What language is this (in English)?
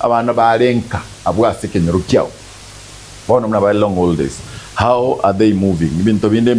Gusii